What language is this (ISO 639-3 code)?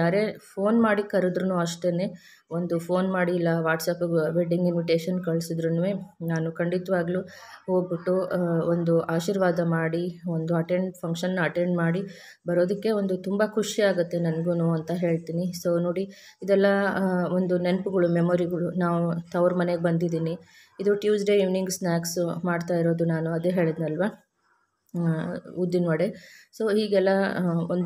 kan